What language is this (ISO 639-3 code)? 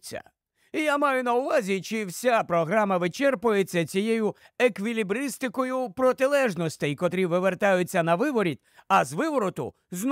ukr